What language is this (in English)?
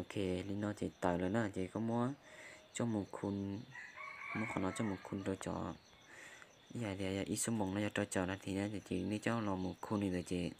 Hmong